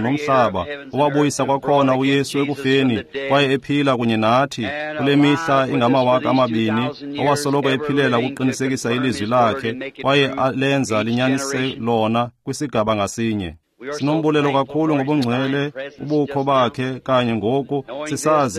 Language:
Xhosa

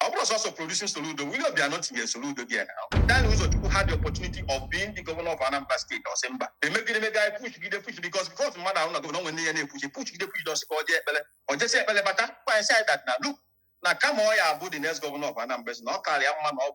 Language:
Igbo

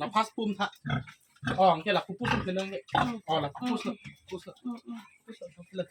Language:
Karbi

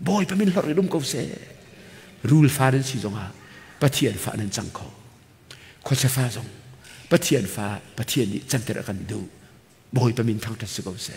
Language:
Hakha Chin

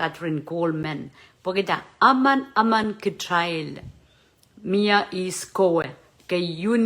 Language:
Pohnpeian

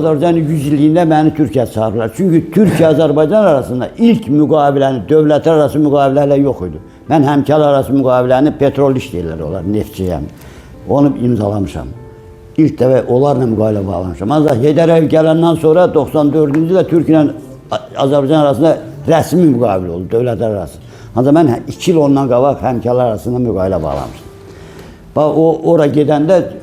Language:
Azerbaijani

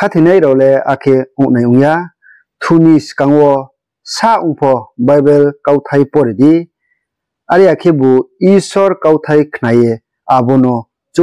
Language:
Riang (India)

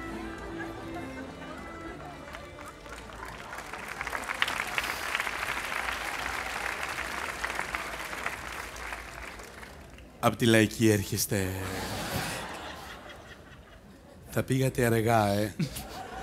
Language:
Greek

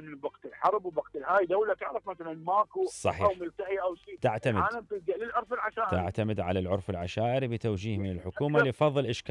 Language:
Mesopotamian Arabic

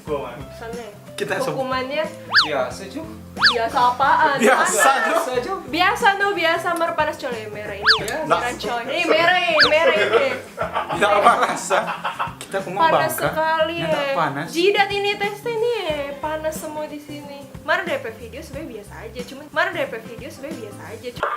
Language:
Manado Malay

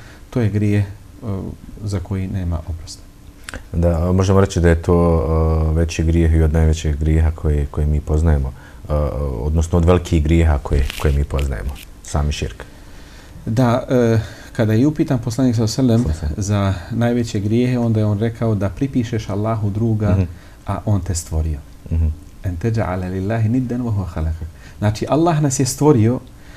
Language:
Bosnian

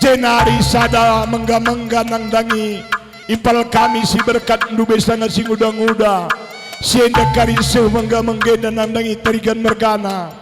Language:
Batak Karo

